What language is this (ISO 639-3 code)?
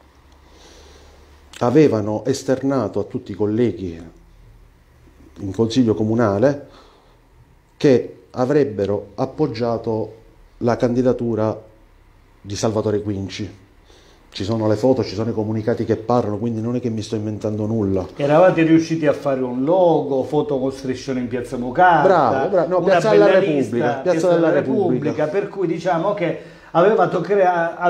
ita